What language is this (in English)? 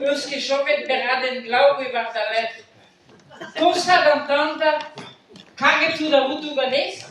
Breton